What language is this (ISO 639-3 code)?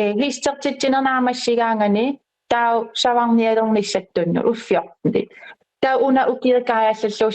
kal